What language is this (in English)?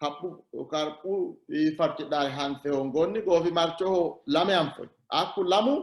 Sidamo